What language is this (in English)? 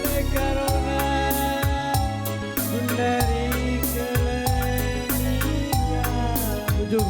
Batak Karo